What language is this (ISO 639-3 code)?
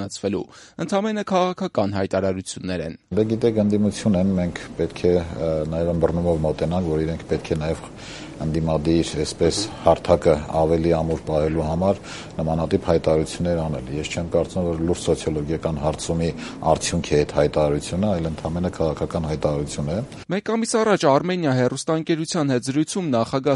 hye